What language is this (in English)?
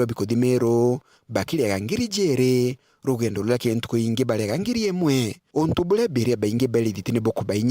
Meru